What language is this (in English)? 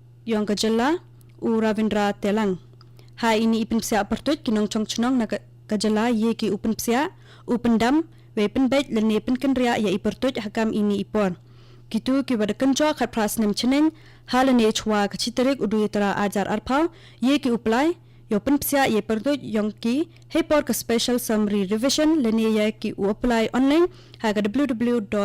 Khasi